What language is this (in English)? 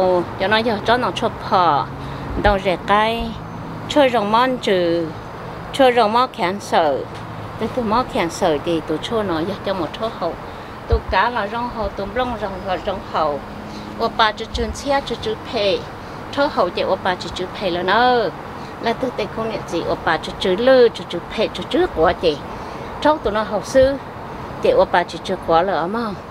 Hmong